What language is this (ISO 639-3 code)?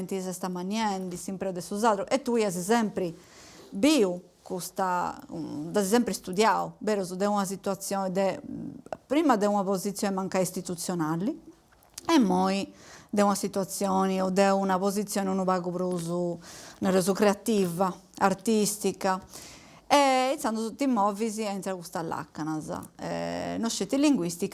srd